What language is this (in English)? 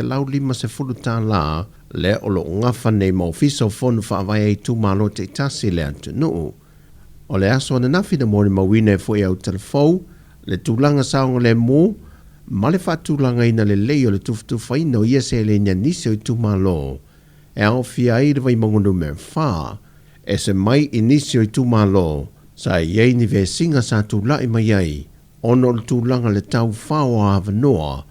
Samoan